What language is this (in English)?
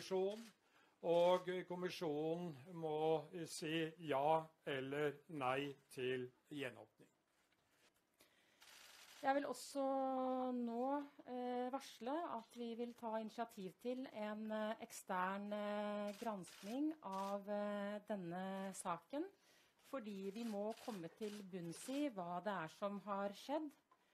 Norwegian